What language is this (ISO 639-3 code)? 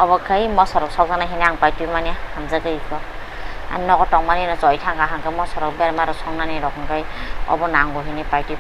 trp